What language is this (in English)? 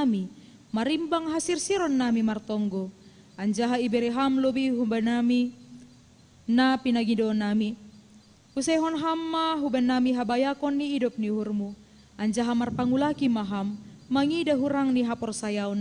Batak Simalungun